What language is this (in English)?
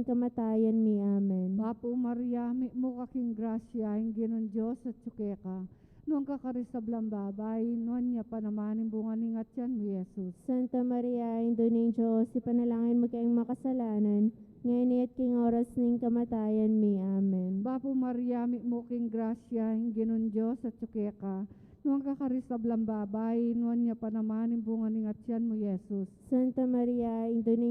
Pampanga